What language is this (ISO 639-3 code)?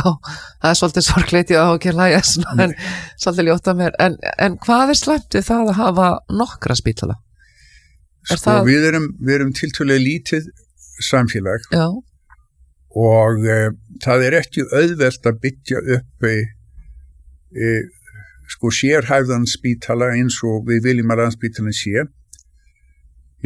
isl